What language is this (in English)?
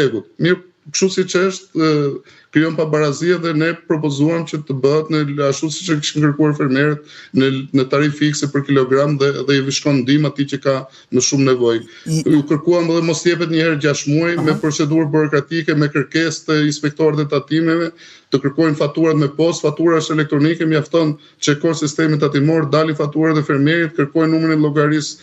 Albanian